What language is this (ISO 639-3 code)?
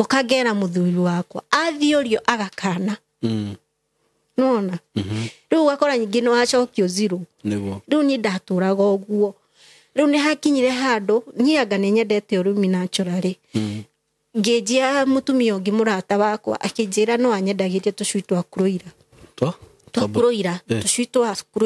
kik